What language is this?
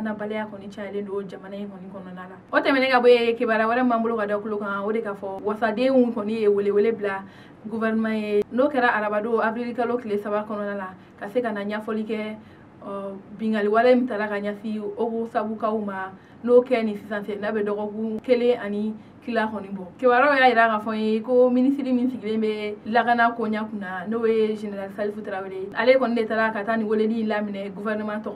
Bambara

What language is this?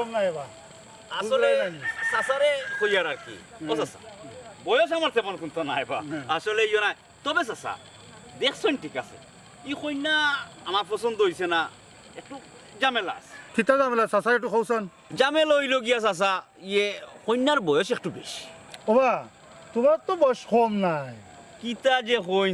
Sylheti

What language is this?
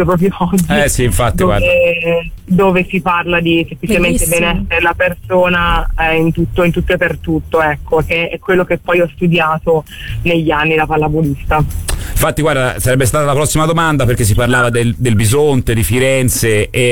Italian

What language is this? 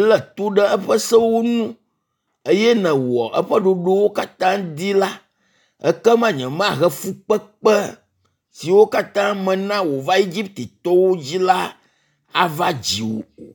Ewe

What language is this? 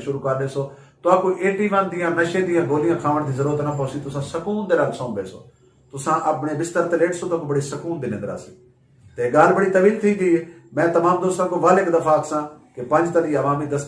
Saraiki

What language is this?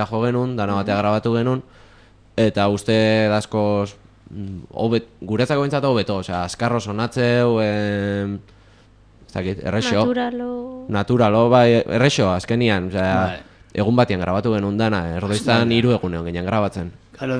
Basque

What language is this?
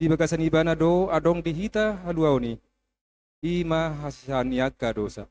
Batak Toba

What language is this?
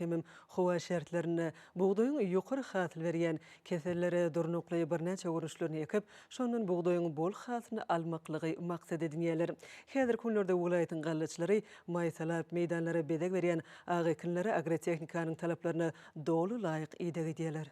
Turkmen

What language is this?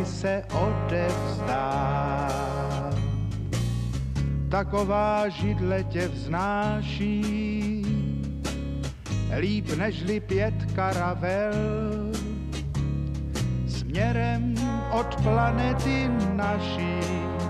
Czech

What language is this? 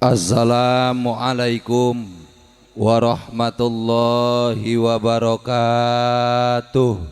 Sundanese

